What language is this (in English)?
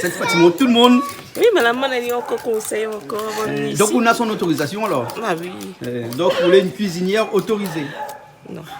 Réunion Creole French